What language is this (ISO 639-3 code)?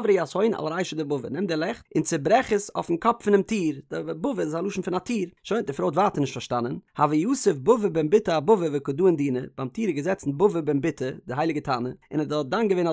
yid